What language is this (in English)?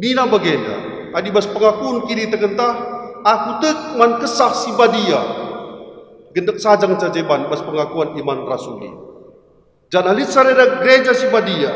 Batak Karo